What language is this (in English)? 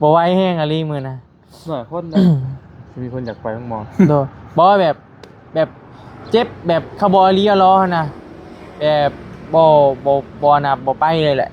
Northeastern Thai